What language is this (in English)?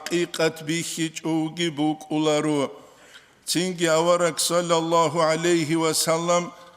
Avaric